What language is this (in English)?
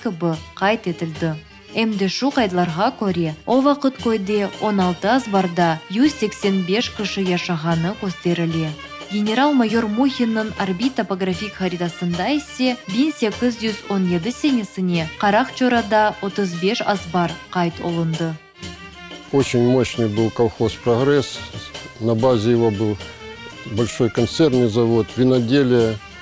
Crimean Tatar